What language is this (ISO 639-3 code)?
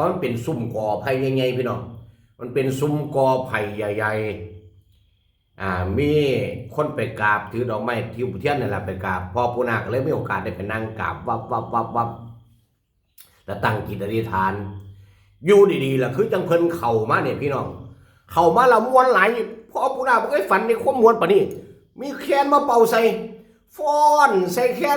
tts